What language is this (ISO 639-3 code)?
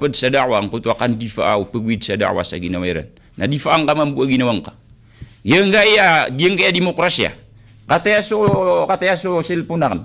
mrw